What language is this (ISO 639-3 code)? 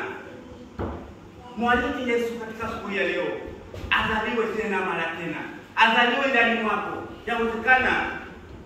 swa